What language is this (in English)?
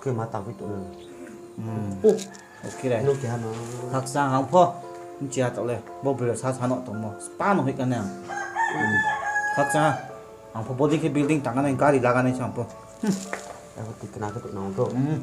Riang (India)